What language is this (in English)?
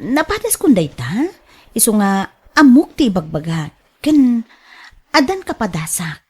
Iloko